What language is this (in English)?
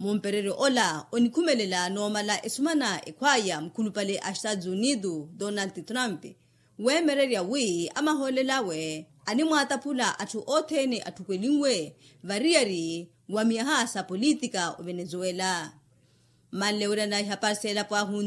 Makhuwa